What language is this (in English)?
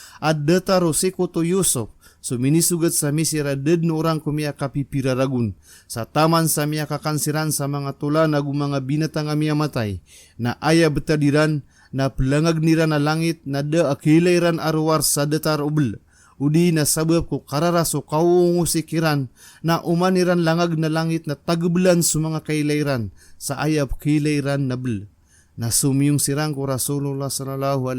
Maranao